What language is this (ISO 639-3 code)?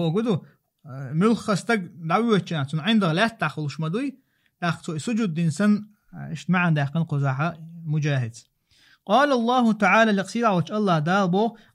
che